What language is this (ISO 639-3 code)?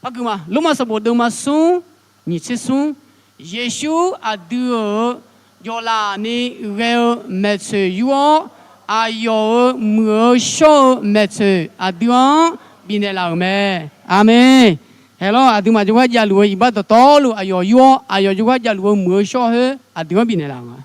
ahk